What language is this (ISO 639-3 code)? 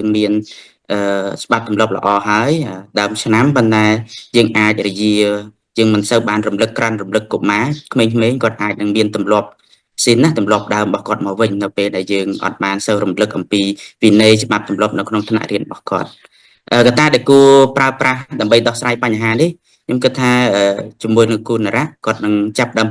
khm